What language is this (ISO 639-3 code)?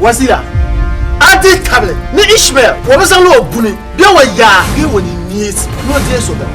dag